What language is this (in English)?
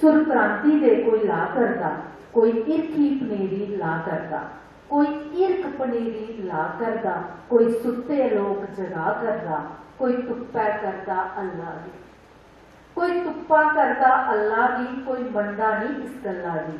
Dogri